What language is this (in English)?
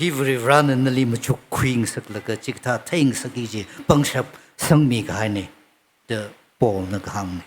Tangkhul Naga (India)